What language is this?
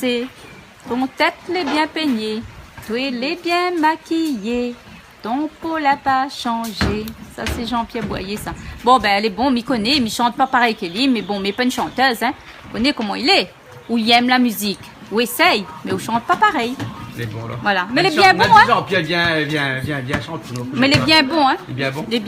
Réunion Creole French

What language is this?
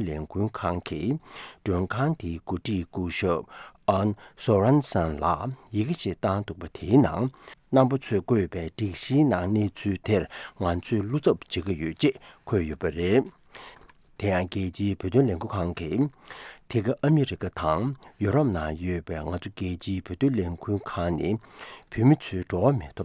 Tibetan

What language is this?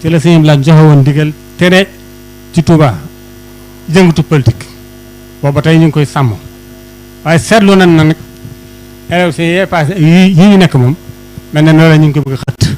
Wolof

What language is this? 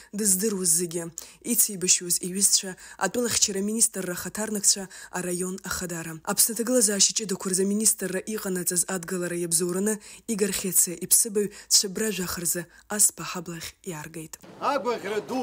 Abkhazian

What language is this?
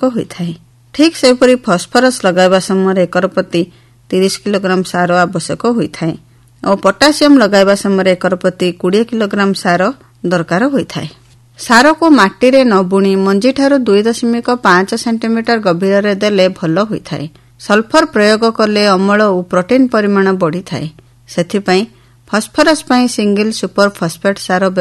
Odia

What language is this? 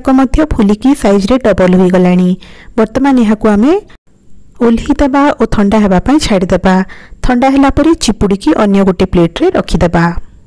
Odia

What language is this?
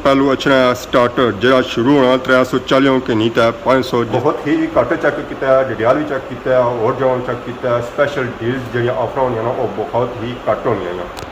Pahari-Potwari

